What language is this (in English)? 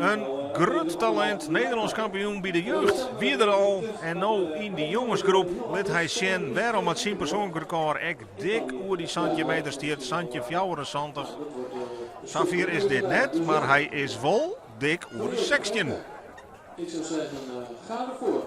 Western Frisian